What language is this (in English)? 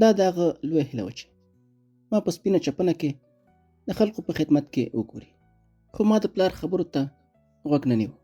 Pashto